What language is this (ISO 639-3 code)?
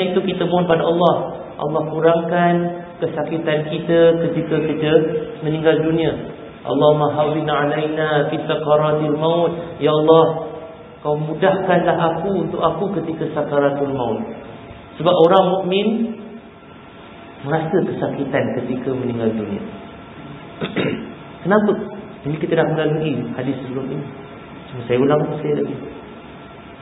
msa